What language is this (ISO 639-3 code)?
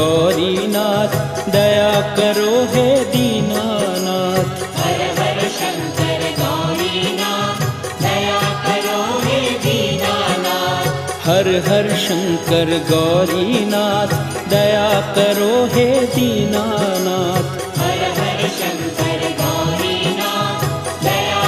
guj